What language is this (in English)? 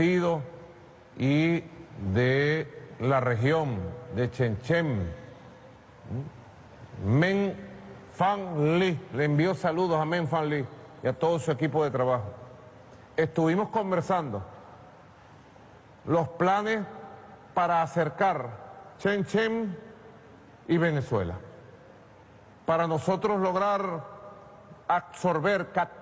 Spanish